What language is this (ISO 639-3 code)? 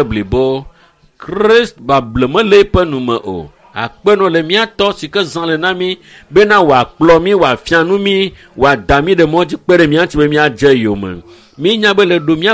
ewe